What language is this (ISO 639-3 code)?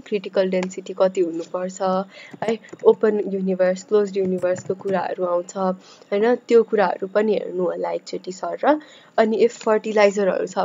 nep